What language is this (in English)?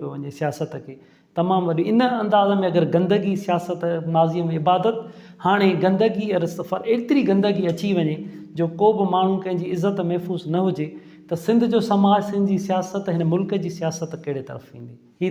Sindhi